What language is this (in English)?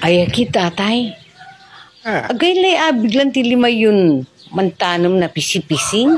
Pangasinan